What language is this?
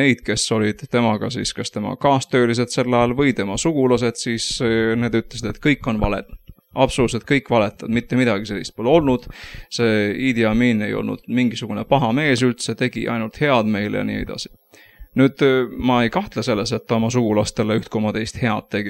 Estonian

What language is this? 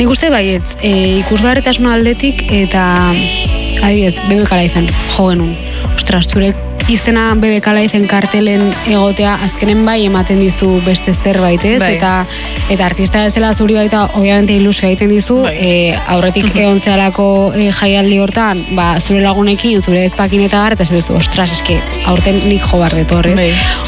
Basque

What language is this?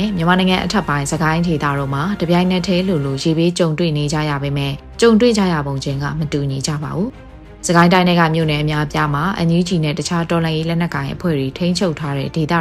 Burmese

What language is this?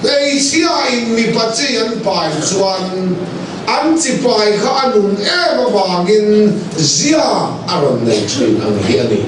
Mizo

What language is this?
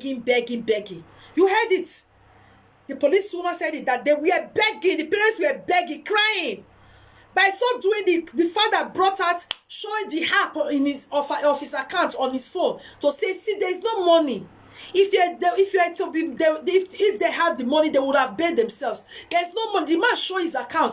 Nigerian Pidgin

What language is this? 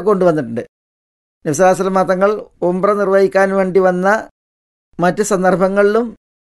Malayalam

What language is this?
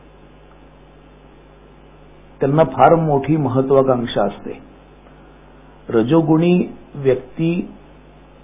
Marathi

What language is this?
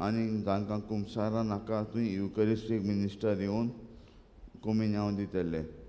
Konkani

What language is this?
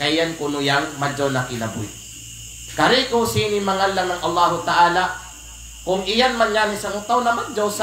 Kalagan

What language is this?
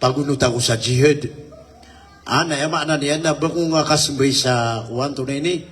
Maranao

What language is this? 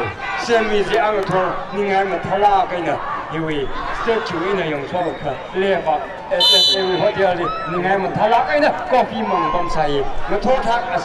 Tangkhul Naga (India)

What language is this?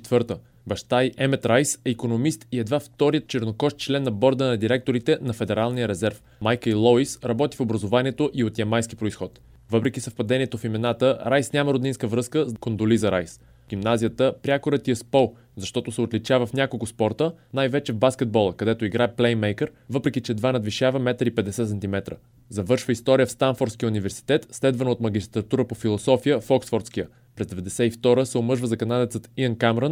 Bulgarian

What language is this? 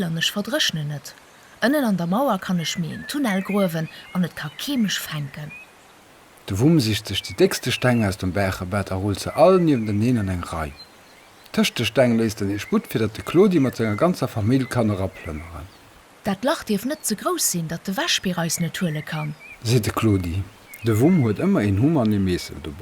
Luxembourgish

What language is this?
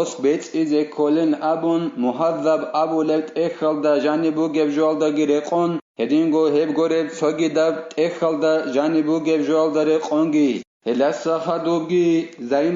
Avaric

